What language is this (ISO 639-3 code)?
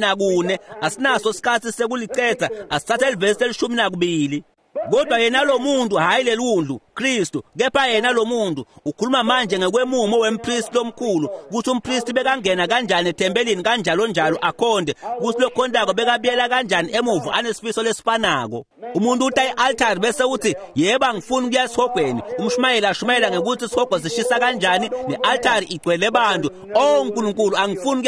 ssw